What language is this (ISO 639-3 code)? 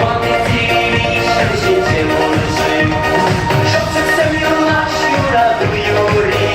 chv